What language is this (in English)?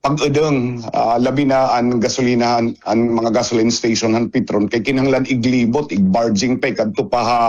Waray